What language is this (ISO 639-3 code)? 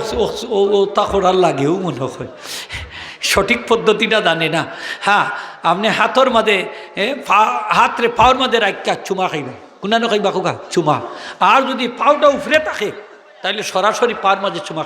syl